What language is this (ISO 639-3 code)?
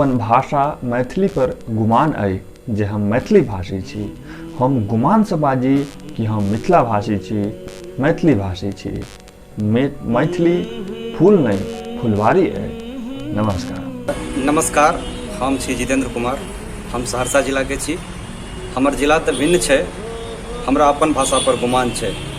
mai